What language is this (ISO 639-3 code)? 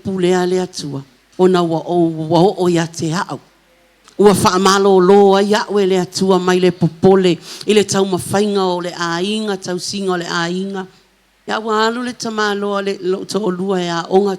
smo